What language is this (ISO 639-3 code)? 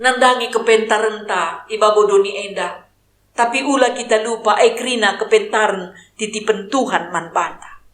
btx